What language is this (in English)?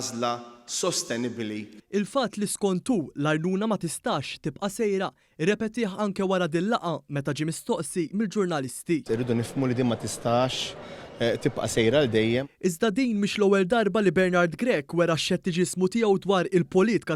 Maltese